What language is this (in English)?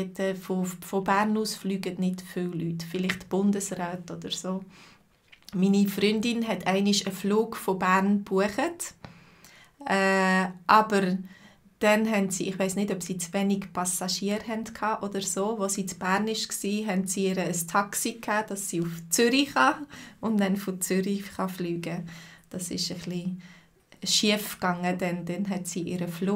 Swiss German